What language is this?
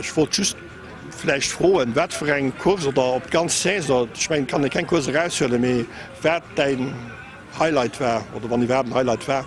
Luxembourgish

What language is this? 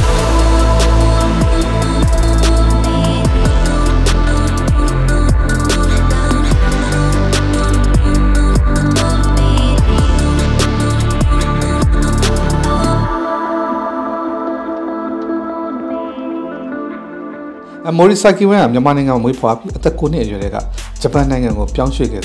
Burmese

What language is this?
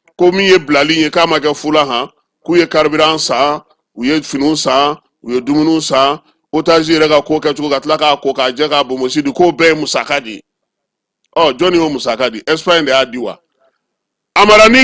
Bambara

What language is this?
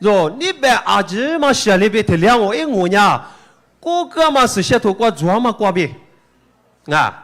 Lisu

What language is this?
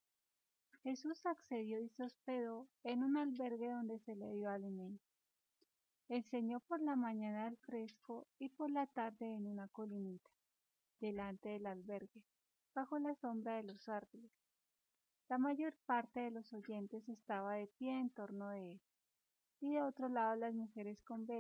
Spanish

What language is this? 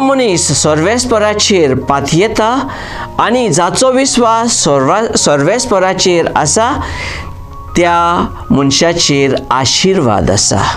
Konkani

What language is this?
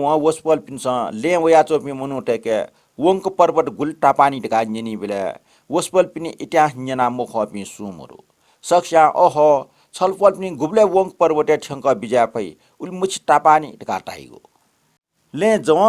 Newari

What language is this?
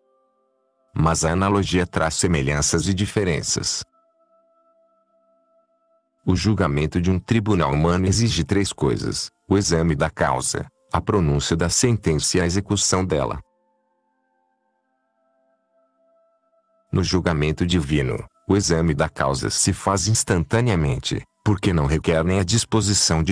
Portuguese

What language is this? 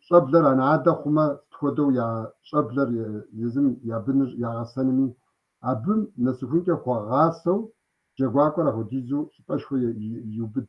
Kabardian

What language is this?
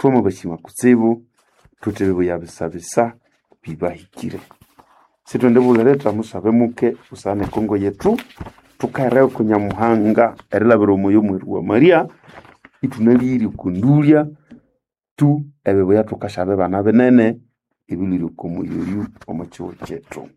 Nande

